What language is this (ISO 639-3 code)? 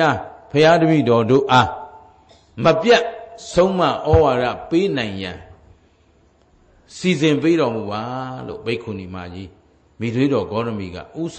mya